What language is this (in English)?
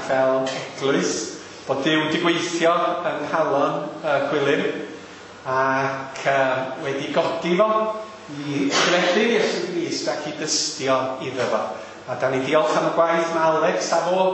Welsh